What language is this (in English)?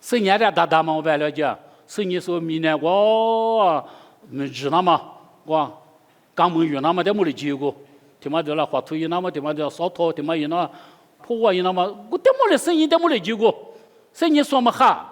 Lisu